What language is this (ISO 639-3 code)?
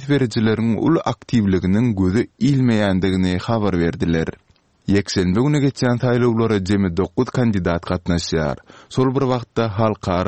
tuk